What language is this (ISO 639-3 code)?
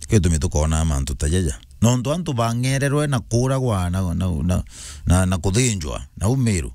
mer